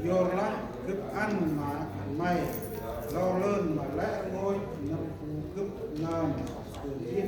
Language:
Central Mnong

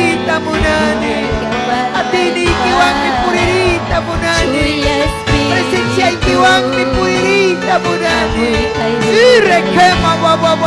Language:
Ayacucho Quechua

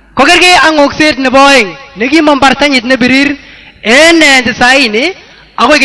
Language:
Kipsigis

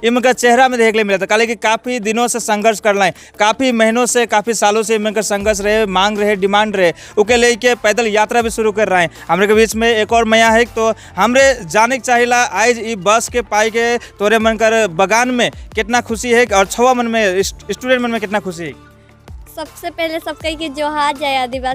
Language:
Sadri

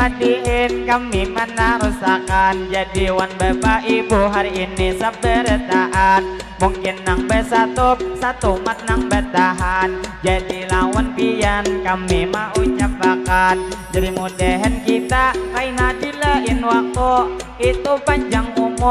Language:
Banjar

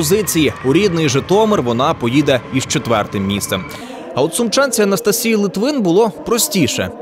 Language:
Ukrainian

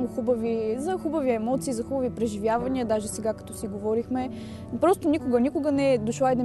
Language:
Bulgarian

